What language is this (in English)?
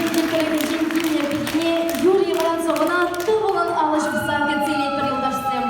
Chuvash